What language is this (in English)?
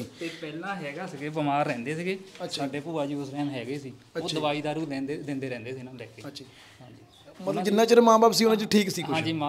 Punjabi